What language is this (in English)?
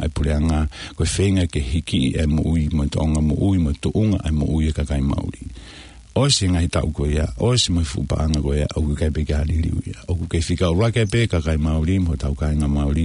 Tongan